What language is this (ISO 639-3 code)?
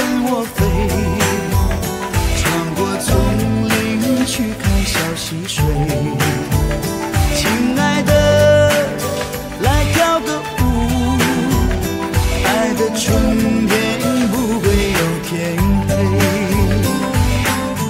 zho